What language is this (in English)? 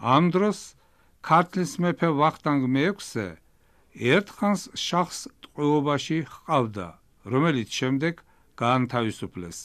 Georgian